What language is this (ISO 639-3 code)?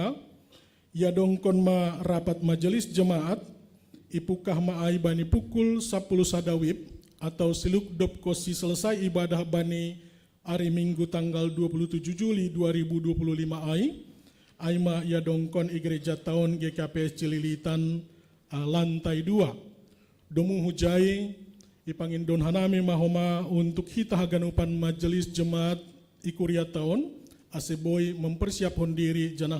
bts